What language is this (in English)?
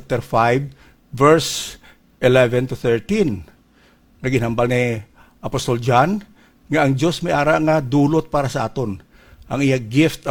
Hiligaynon